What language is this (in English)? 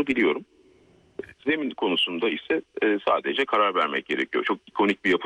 Turkish